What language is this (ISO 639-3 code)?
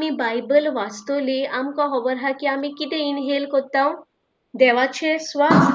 kok